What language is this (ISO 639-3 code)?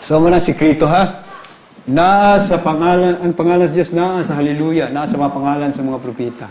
ceb